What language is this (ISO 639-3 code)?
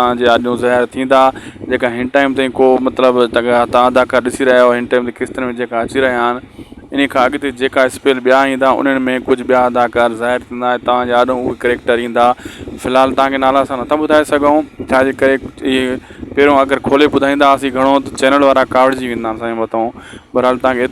snd